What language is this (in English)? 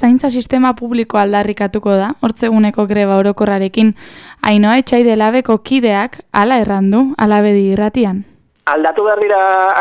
Basque